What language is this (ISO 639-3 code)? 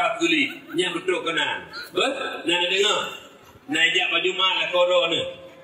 ace